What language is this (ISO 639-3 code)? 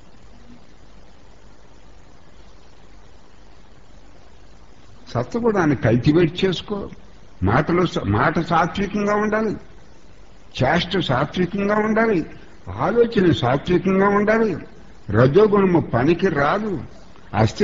tel